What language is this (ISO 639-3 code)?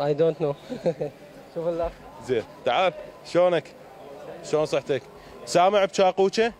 acm